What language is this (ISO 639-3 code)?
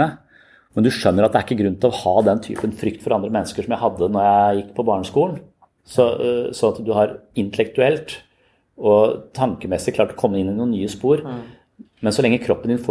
nor